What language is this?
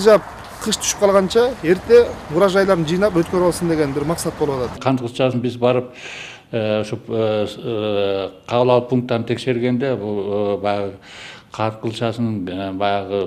Kyrgyz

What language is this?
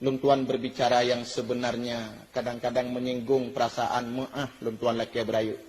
Achinese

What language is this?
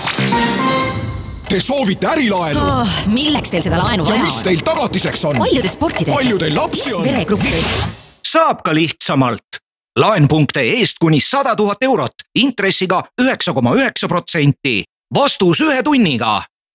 Estonian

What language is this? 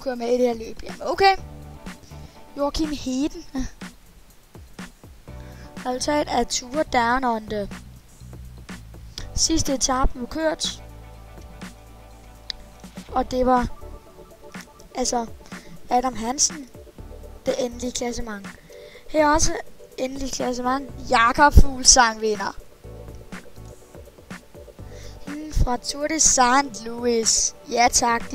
Danish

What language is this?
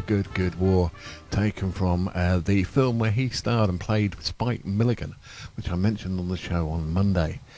English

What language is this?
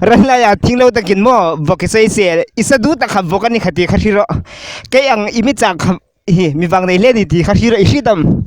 Hmar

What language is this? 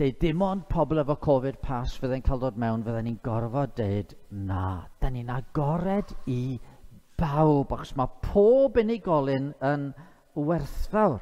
Welsh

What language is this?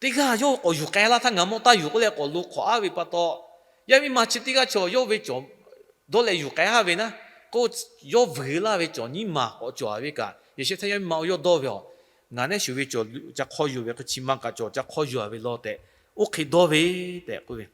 Lahu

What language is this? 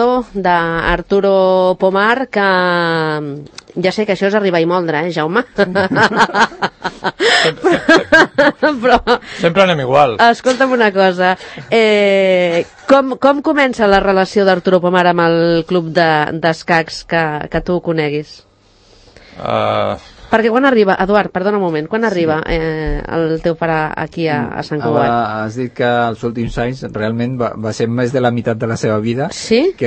Catalan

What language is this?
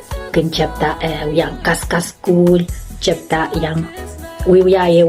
Pohnpeian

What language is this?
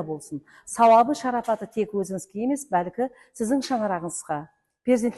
Kara-Kalpak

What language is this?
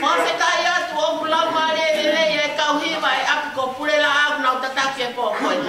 Tongan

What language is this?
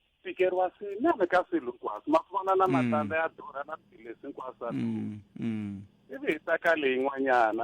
Tsonga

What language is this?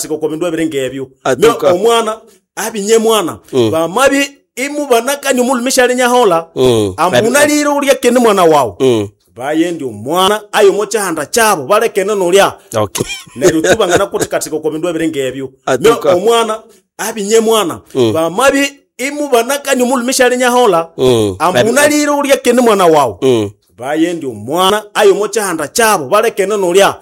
Nande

